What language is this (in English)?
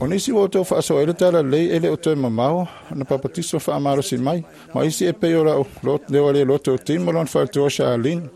Samoan